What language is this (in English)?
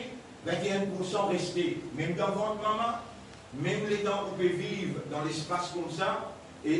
Morisyen